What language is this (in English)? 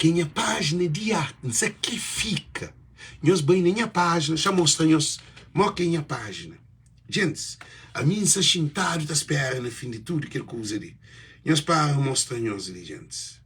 Kabuverdianu